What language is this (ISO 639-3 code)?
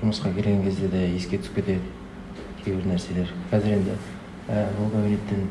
kaz